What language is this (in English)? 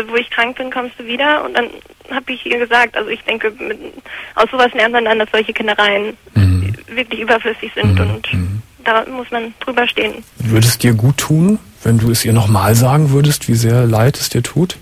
German